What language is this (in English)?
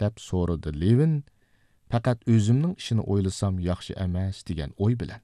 Uyghur